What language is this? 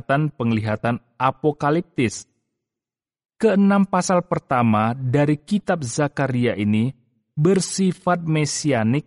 Indonesian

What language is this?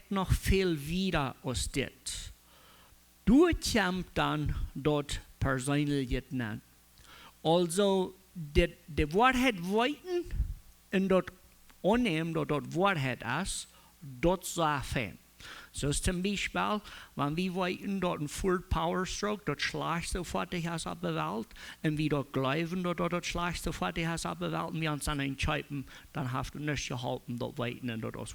Plautdietsch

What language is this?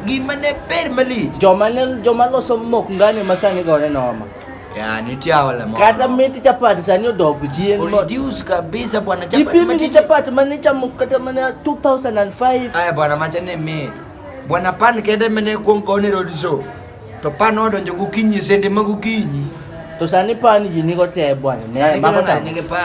Luo (Kenya and Tanzania)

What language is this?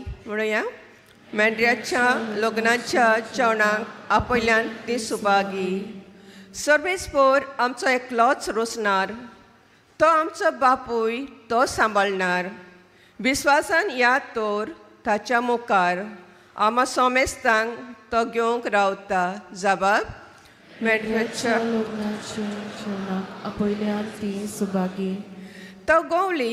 Konkani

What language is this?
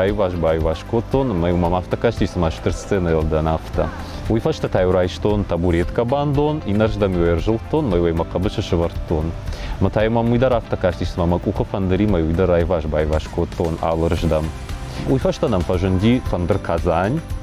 Ossetic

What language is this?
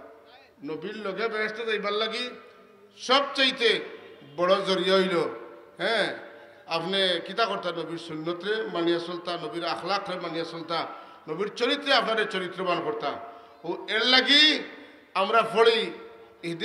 Sylheti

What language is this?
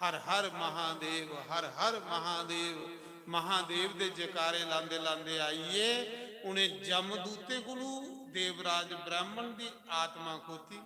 Dogri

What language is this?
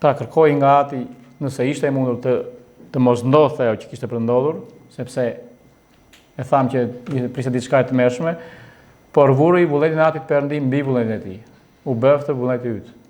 Albanian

